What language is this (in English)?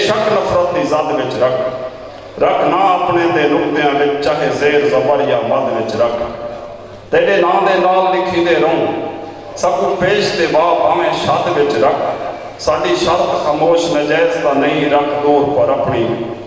Saraiki